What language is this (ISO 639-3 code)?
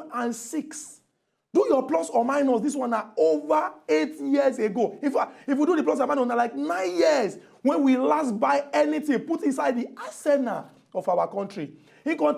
pcm